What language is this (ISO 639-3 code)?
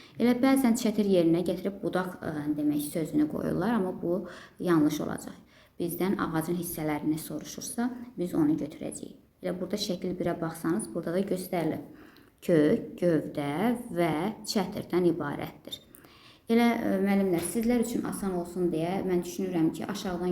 aze